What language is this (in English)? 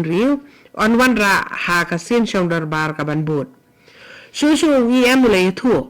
Khasi